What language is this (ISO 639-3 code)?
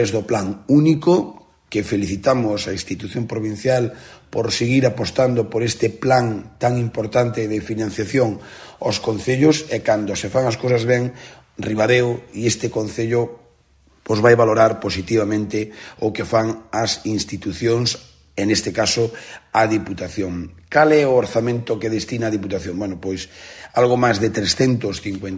glg